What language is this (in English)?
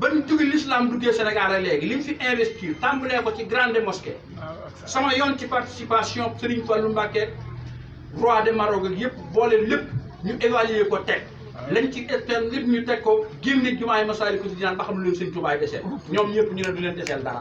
Wolof